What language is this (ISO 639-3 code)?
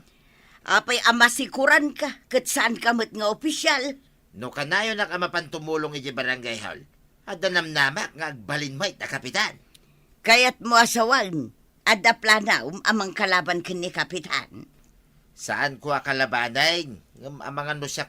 ilo